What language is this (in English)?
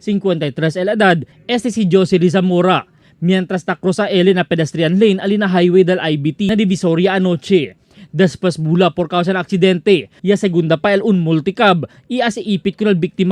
Chavacano